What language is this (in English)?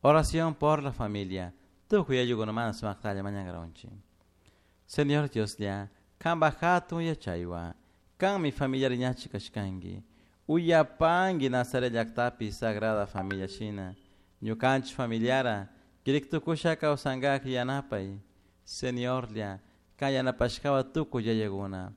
Chimborazo Highland Quichua